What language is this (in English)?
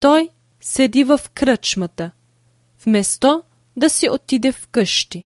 Bulgarian